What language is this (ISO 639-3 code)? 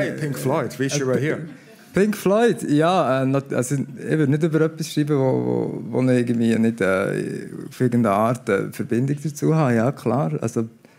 gsw